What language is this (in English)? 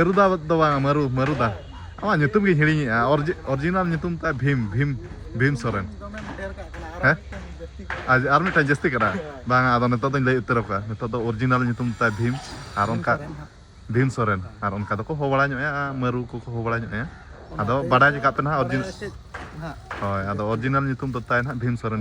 Santali